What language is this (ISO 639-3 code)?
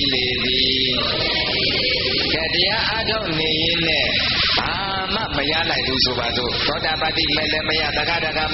mya